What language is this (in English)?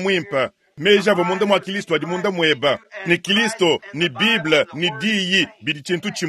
Luba-Lulua